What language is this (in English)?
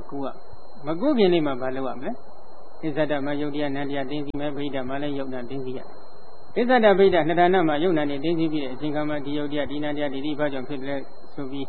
Burmese